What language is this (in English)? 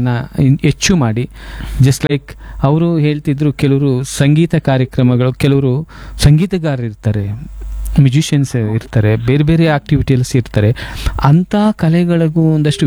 Kannada